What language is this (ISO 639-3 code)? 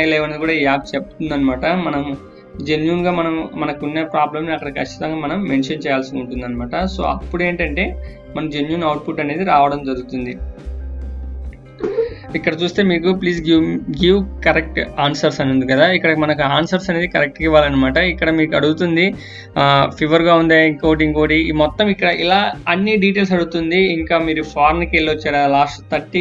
tel